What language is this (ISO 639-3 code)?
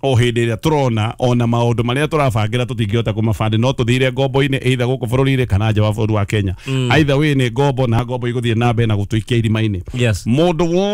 kik